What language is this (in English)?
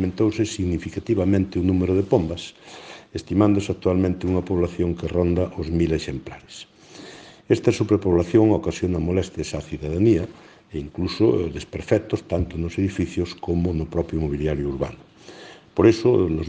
Galician